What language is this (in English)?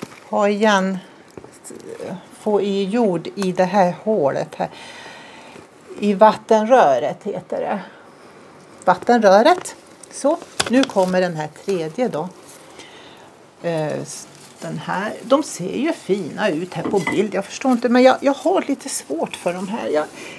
Swedish